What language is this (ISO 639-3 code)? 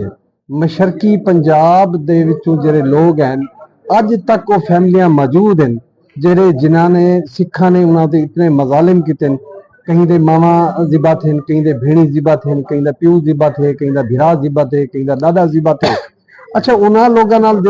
skr